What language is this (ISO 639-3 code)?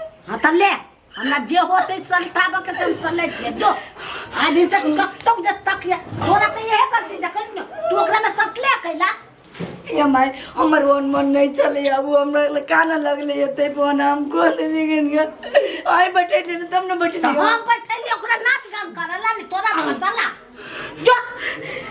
mai